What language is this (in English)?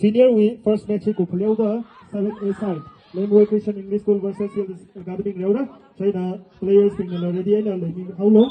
Tangkhul Naga (India)